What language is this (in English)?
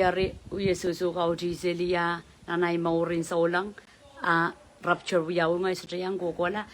Pohnpeian